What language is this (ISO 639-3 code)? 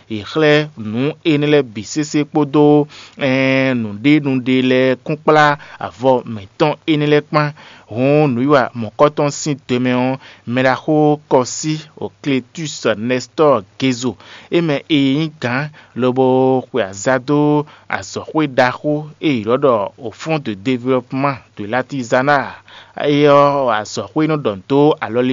fon